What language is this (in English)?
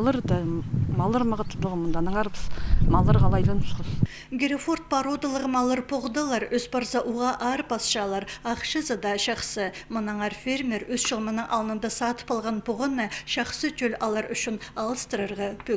Khakas